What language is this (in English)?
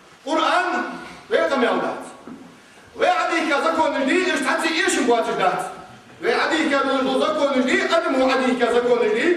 Ingush